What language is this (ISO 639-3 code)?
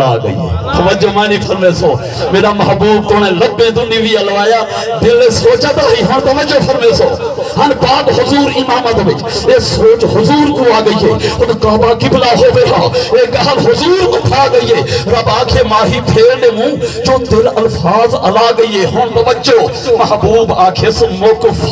skr